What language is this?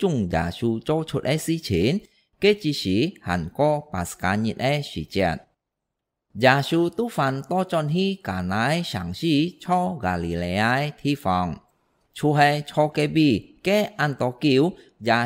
Hakka Chinese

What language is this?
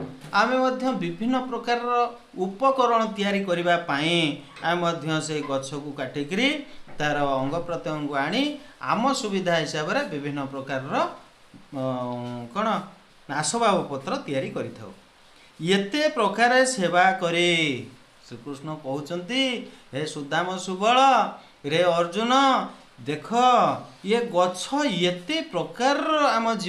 Odia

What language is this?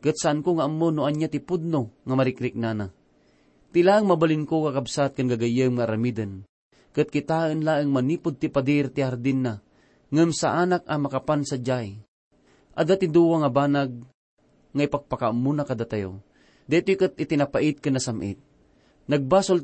Iloko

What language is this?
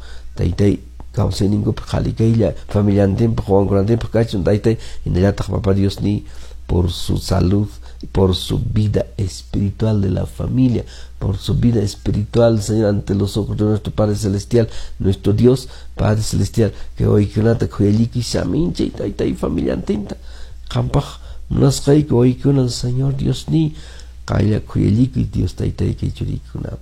Quechua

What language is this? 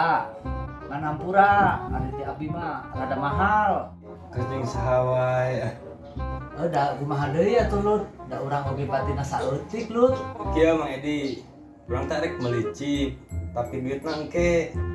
Sundanese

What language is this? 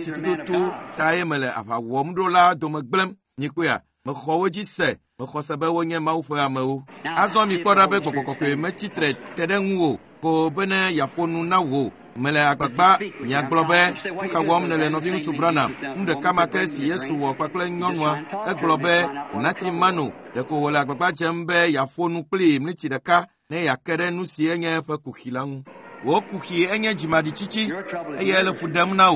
Ewe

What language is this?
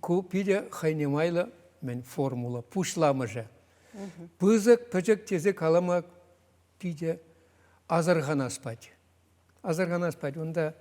Chuvash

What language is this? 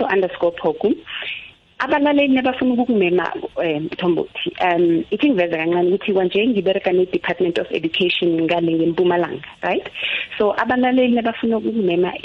South Ndebele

